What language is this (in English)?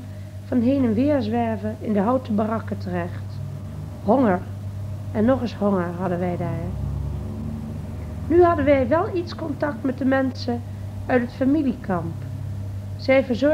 Dutch